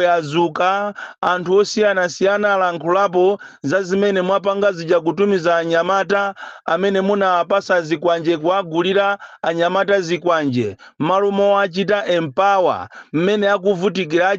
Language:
Nyanja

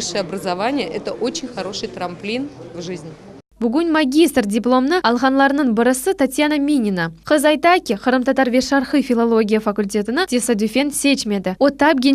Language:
Crimean Tatar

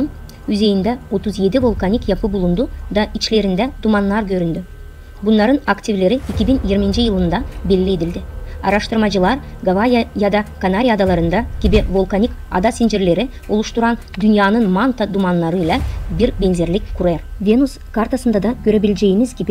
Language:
Gagauz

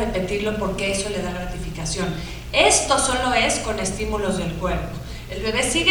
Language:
Spanish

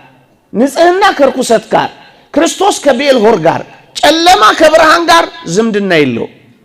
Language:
Amharic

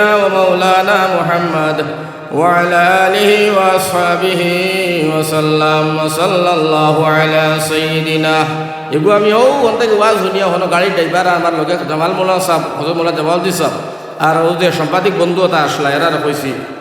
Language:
Sylheti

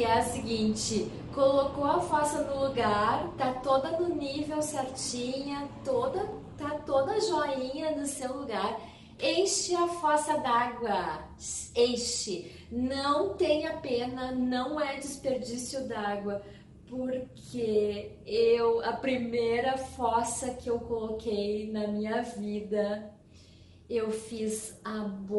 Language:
Portuguese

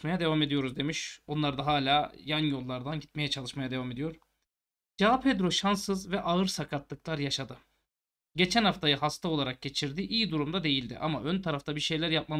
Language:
Turkish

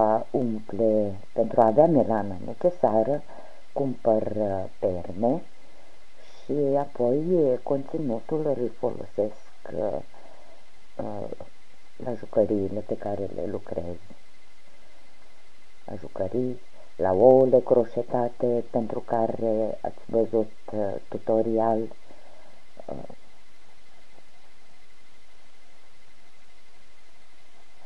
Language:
Romanian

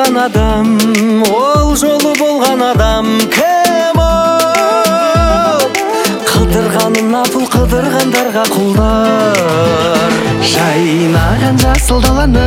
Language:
Kazakh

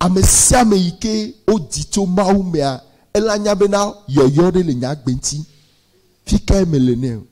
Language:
Ewe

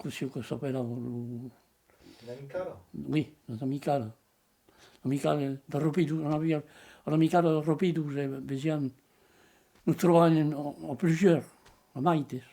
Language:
Occitan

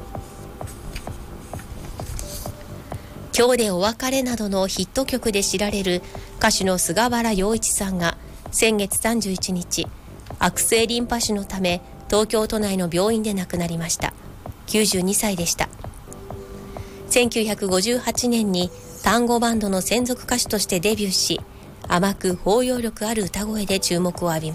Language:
Japanese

